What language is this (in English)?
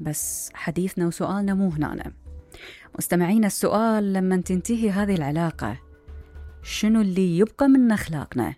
Mesopotamian Arabic